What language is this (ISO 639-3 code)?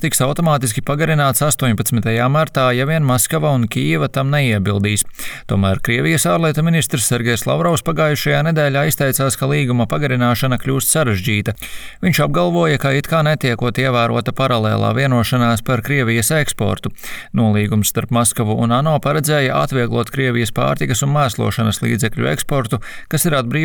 lav